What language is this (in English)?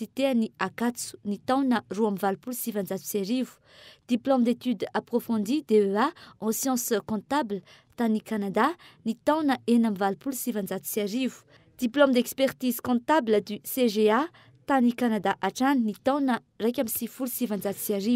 Malagasy